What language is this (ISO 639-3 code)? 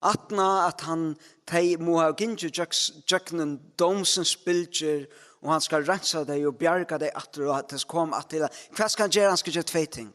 fao